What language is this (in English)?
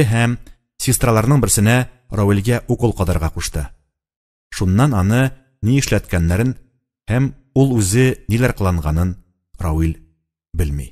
Tatar